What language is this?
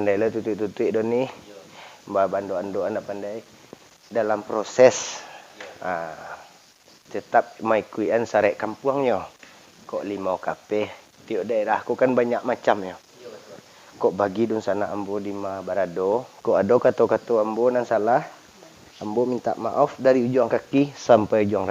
Minangkabau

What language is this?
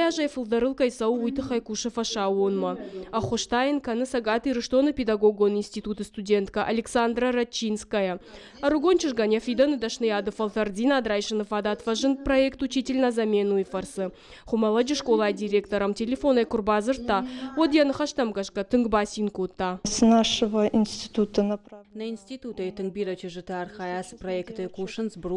Ossetic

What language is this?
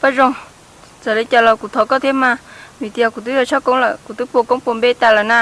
Hmong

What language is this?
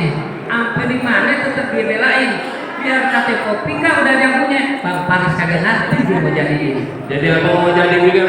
Betawi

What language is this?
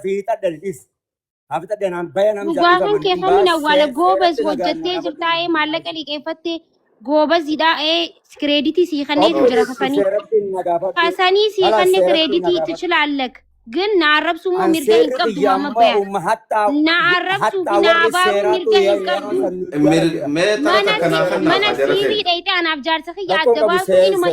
Oromo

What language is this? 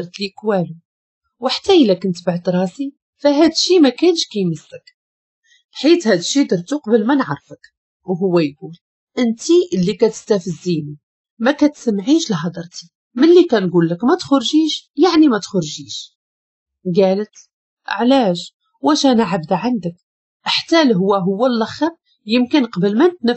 Moroccan Arabic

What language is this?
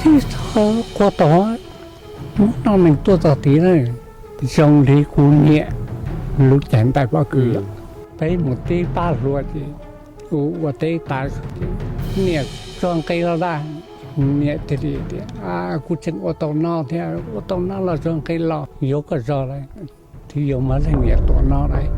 Hmong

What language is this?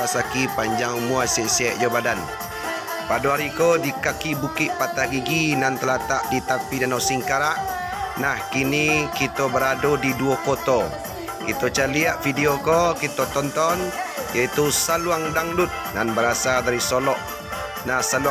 Minangkabau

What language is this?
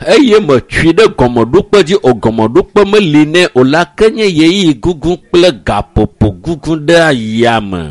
Ewe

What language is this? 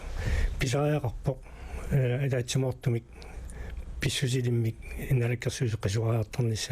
Kalaallisut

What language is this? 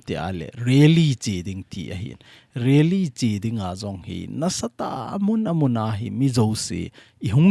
Thado Chin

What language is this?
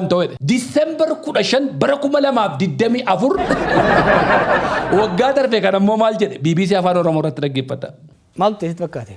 Oromo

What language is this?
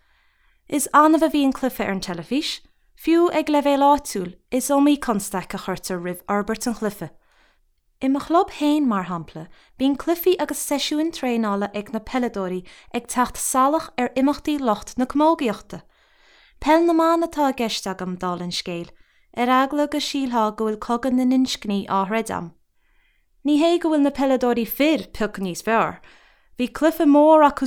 Irish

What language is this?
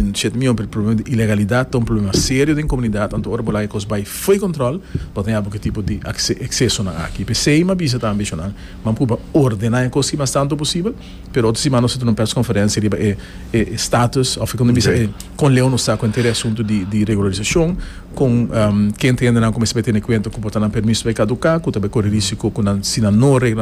Papiamento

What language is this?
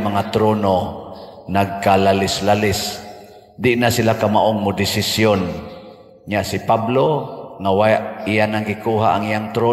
Cebuano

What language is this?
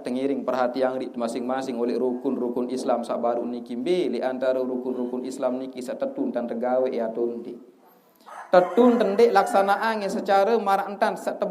Sasak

